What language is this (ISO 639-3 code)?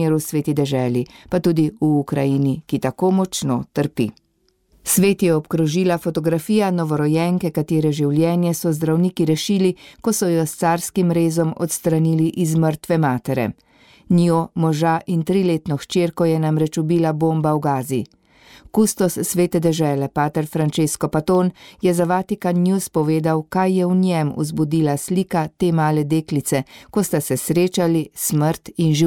slv